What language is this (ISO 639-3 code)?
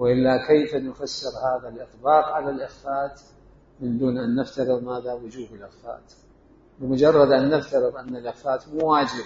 acm